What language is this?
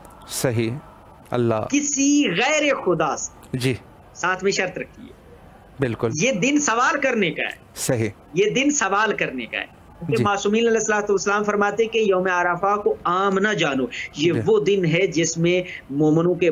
Urdu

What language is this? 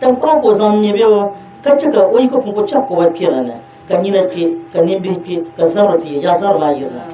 Dagbani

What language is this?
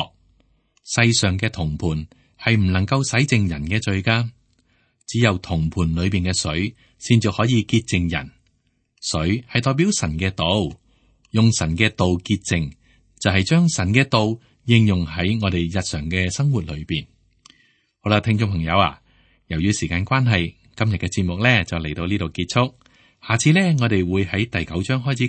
Cantonese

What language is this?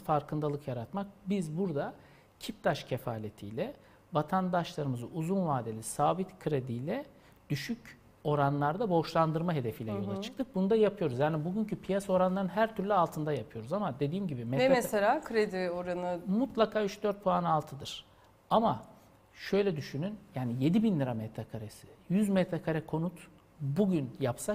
Turkish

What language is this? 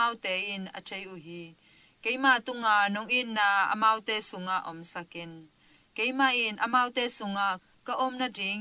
Tedim Chin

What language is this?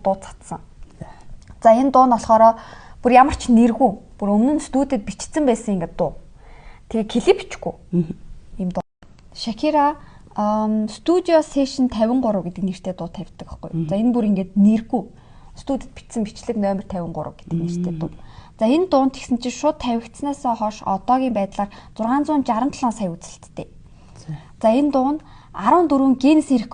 Mongolian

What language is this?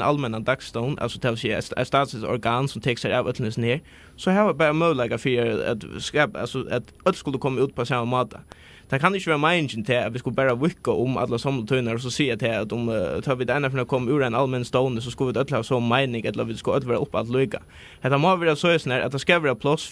Faroese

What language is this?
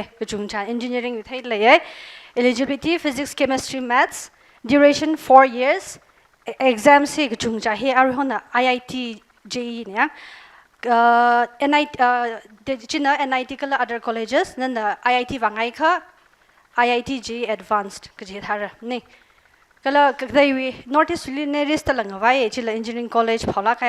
Tangkhul Naga (India)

